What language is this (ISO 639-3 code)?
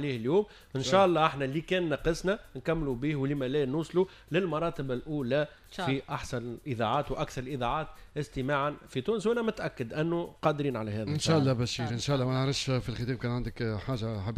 aeb